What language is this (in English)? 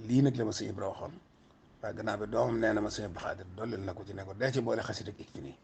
Wolof